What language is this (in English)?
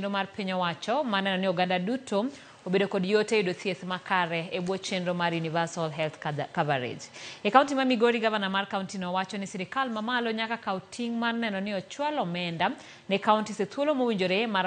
Luo (Kenya and Tanzania)